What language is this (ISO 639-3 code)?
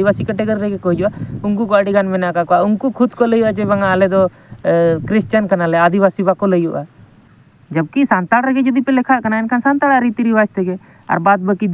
sat